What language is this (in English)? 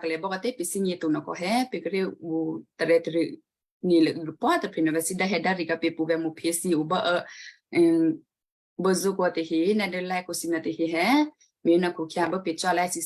Western Kayah